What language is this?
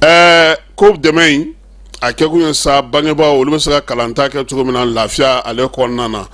Bambara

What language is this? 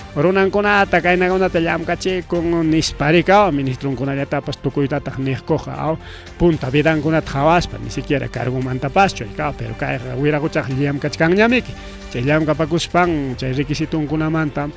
Ayacucho Quechua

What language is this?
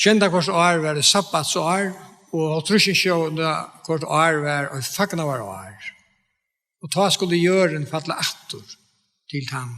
Faroese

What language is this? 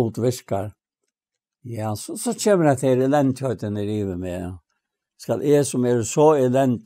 Faroese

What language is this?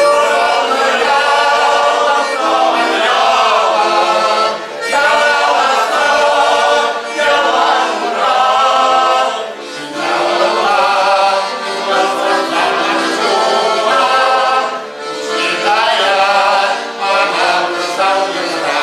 Chuvash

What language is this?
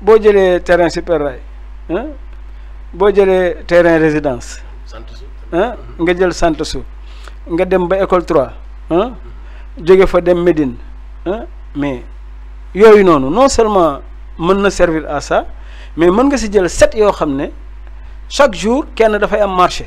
Wolof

